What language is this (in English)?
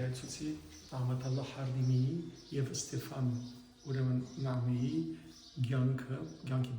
Western Armenian